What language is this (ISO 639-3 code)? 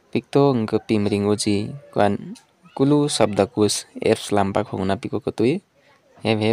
nep